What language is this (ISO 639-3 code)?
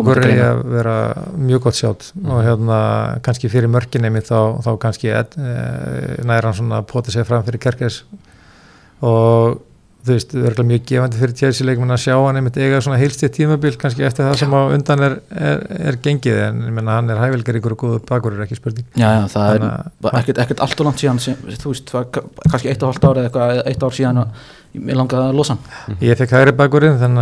isl